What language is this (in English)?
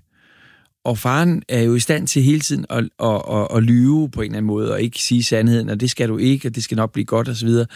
Danish